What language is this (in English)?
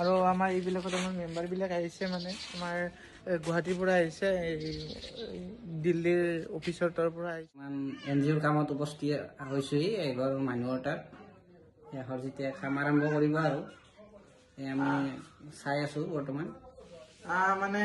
Assamese